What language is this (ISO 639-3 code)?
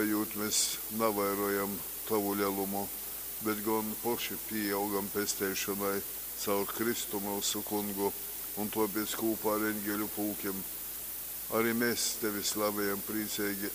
ltg